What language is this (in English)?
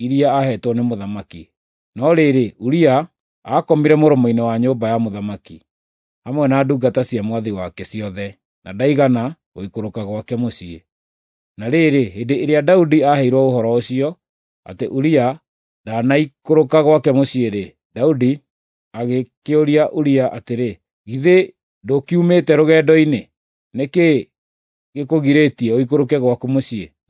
Kikuyu